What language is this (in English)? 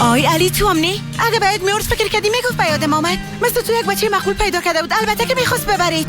Persian